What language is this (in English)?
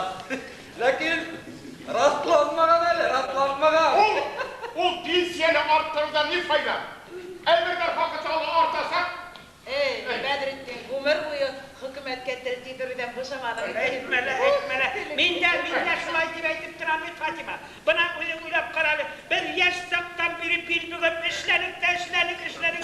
Bashkir